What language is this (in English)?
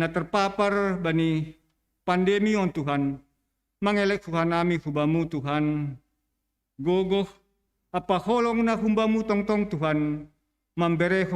Batak Simalungun